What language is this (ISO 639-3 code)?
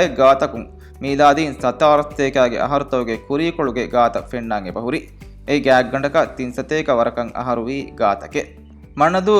div